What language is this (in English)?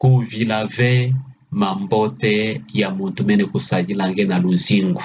Kituba (Democratic Republic of Congo)